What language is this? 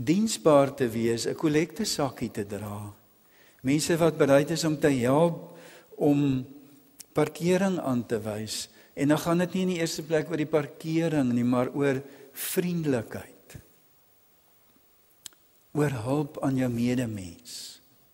Afrikaans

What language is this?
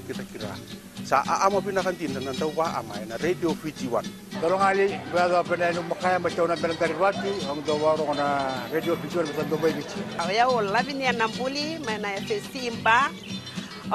Fijian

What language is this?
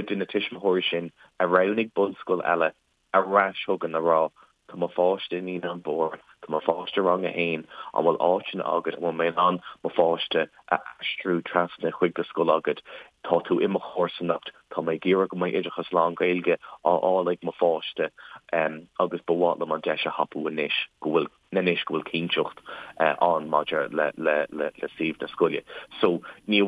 Irish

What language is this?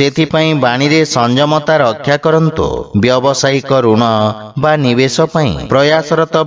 Odia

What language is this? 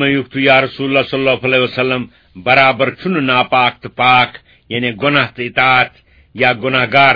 Kashmiri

